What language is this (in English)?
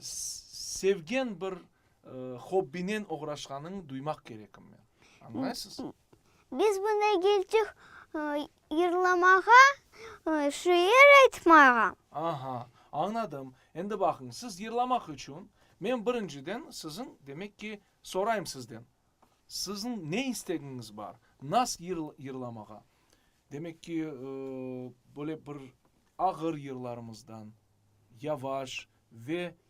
Crimean Tatar